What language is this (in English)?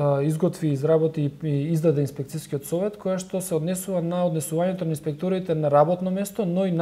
Macedonian